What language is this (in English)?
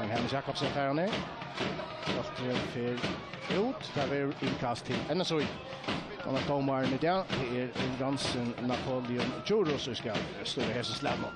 Faroese